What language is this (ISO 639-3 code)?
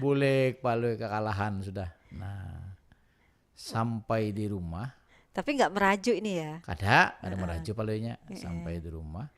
bjn